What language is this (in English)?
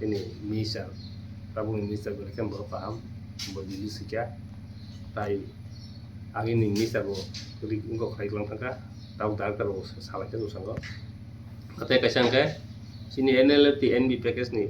Kok Borok